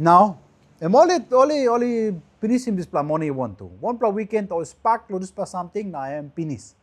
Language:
Tok Pisin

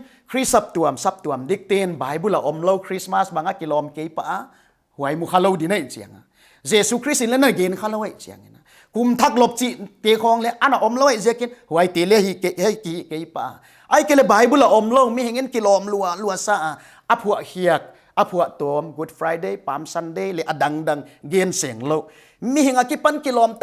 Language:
Paite Chin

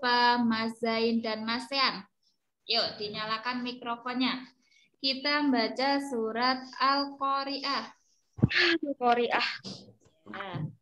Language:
Indonesian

